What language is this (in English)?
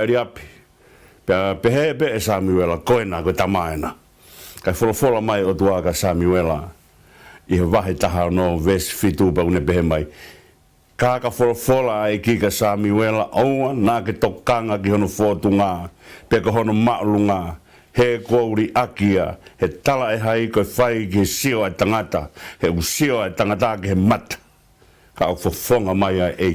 Tongan